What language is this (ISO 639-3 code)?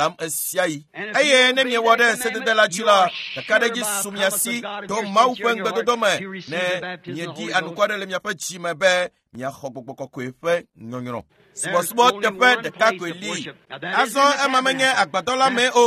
ewe